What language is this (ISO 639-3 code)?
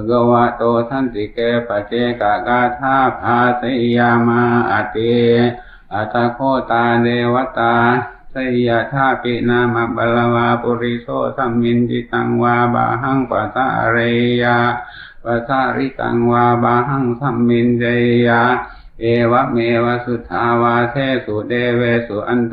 pli